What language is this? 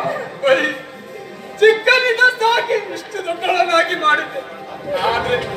Kannada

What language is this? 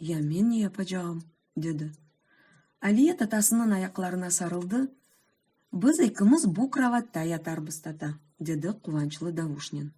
Crimean Tatar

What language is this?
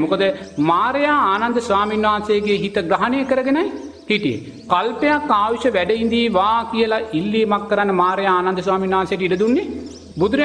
Sinhala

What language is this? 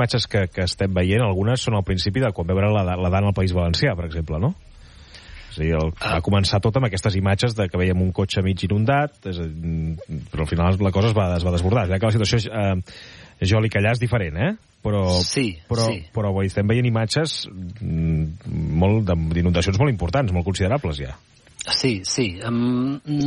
Catalan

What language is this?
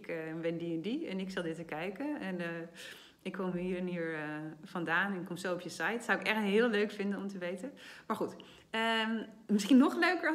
Dutch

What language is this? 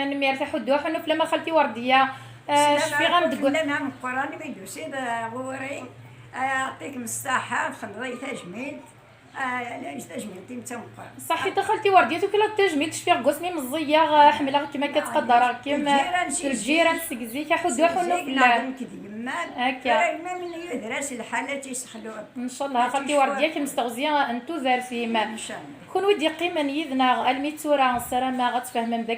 Kabyle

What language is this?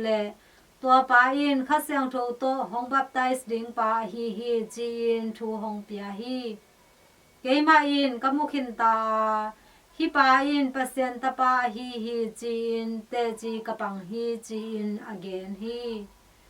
Tedim Chin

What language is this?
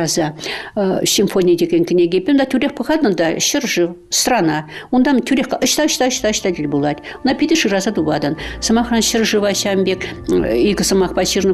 Chuvash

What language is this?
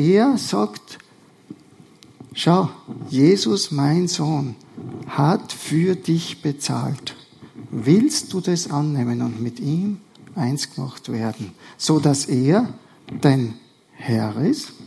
German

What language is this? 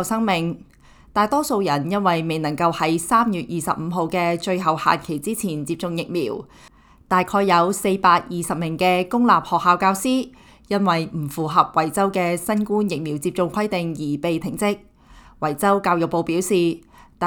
Cantonese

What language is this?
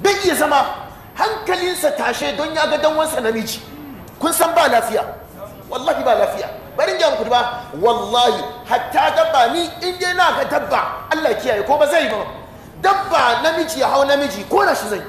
Hausa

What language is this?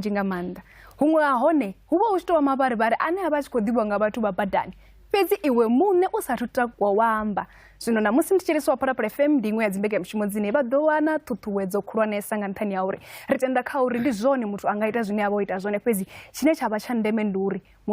Venda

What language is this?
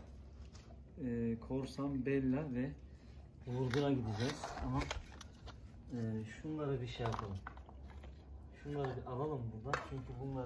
Turkish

